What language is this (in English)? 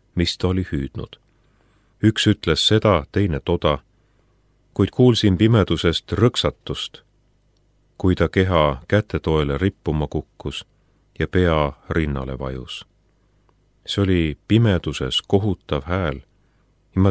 Estonian